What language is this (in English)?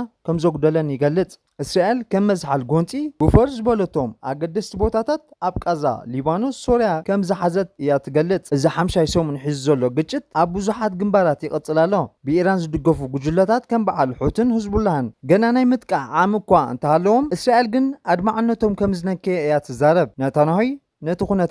Tigrinya